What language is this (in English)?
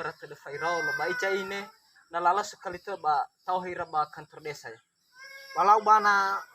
Nias